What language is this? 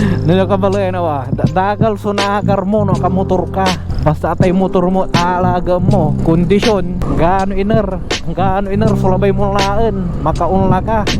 Pangasinan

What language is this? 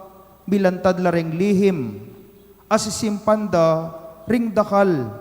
Pampanga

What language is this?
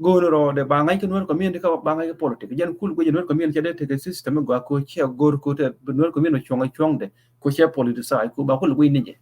Nuer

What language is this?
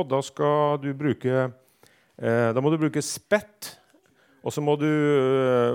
Norwegian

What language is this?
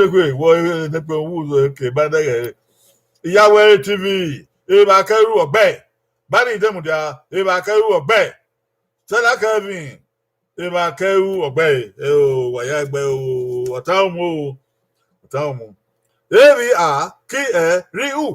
Bini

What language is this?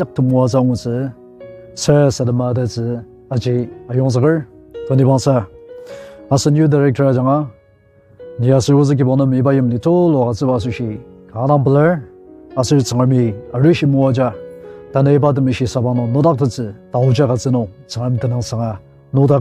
Ao Naga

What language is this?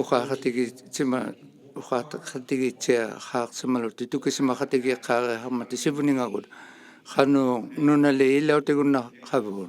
Inuktitut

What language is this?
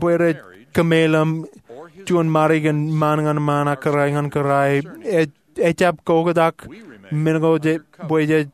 Marshallese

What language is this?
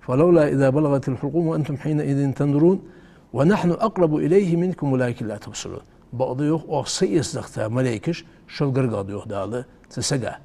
Ingush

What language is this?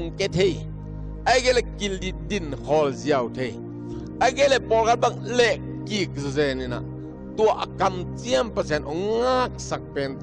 Tedim Chin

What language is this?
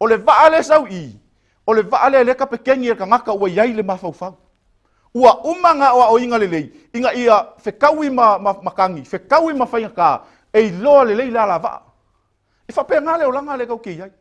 Samoan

